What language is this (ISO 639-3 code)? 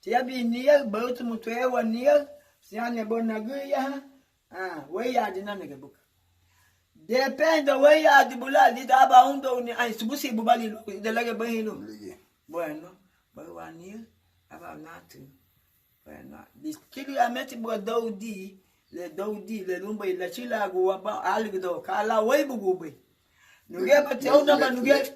cab